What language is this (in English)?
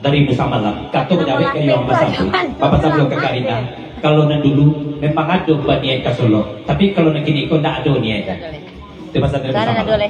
Minangkabau